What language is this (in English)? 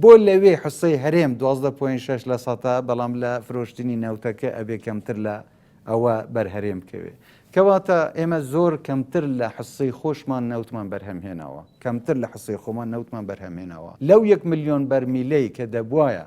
Central Kurdish